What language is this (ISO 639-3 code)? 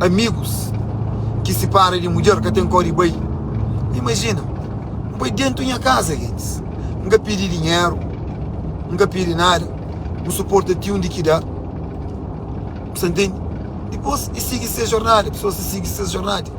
kea